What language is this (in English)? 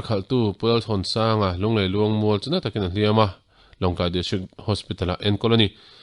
Mizo